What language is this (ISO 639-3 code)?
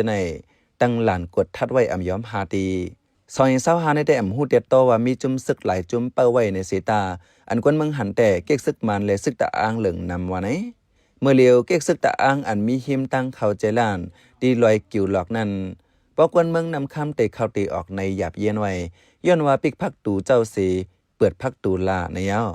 shn